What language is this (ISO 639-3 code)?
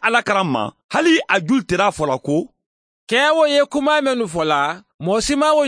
man